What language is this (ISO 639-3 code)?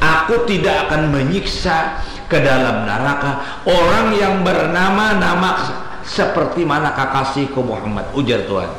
bjn